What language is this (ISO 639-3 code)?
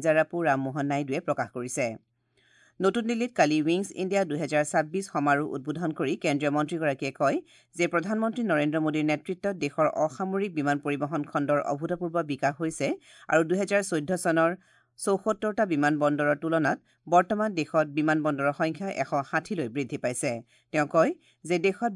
asm